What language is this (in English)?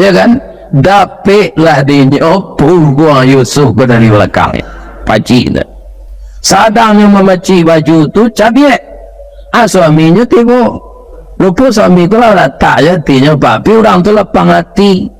Minangkabau